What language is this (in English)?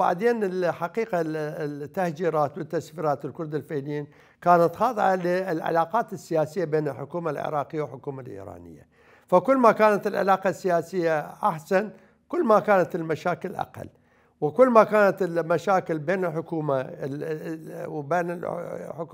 Mesopotamian Arabic